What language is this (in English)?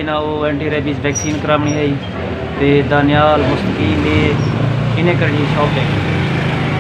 Saraiki